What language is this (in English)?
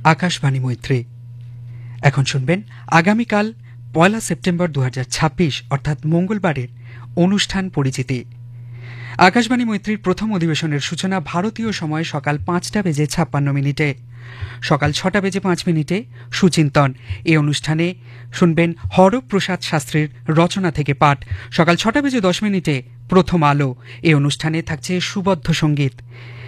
Bangla